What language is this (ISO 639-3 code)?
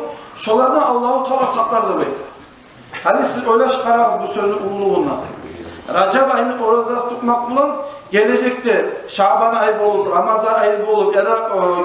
kum